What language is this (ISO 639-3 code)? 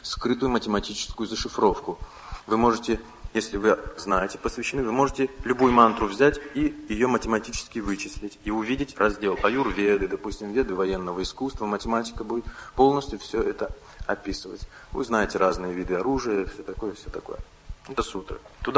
rus